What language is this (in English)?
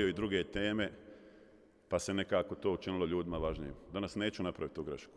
Bosnian